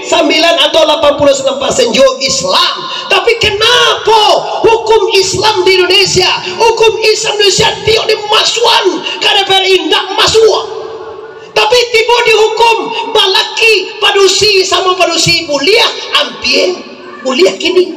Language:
Minangkabau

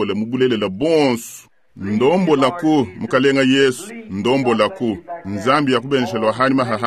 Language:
Luba-Lulua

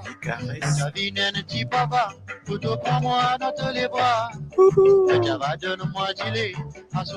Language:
Morisyen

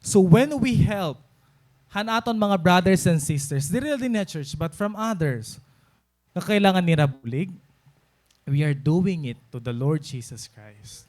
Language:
Waray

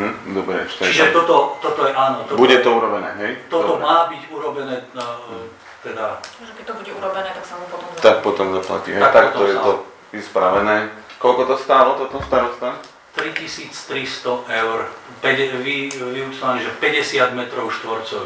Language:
Slovak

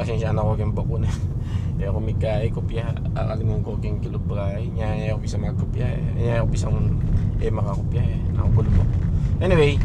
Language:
Pampanga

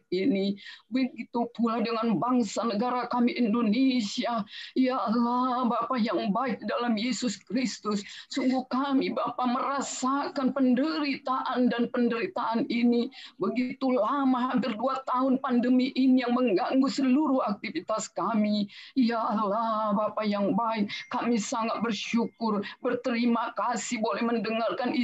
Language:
Indonesian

